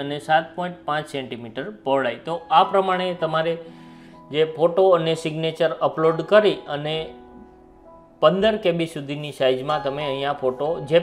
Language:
Gujarati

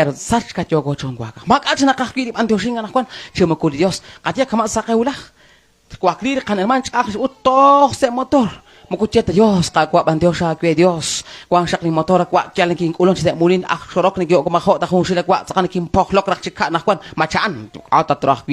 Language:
Kekchí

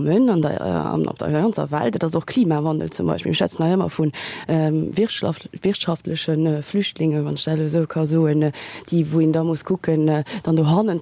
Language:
Luxembourgish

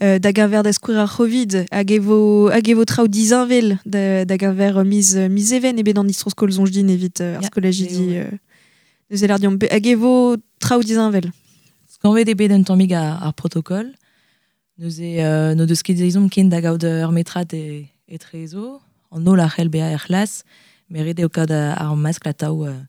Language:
Breton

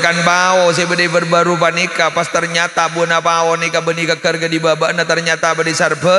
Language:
Madurese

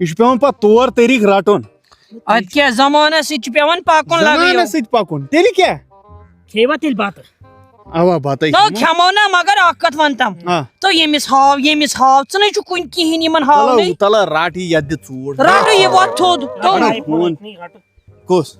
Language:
Kashmiri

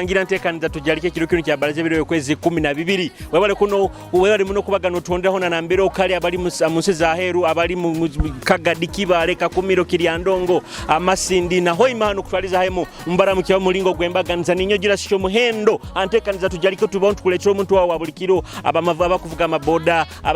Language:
Nyoro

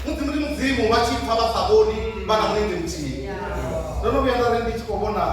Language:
Venda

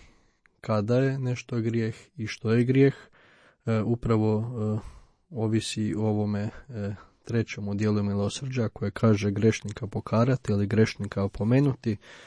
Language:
Croatian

